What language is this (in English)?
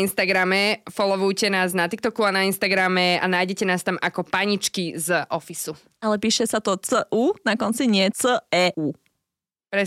Slovak